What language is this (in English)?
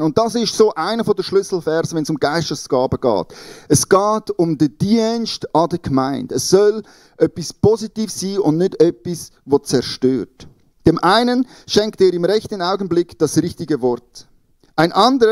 Swiss German